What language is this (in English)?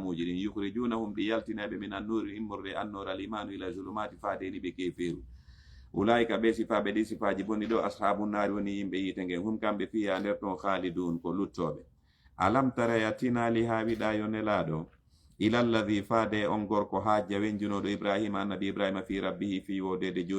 Fula